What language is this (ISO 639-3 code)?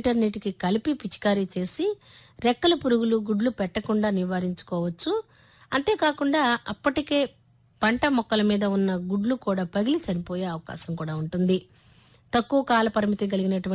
tel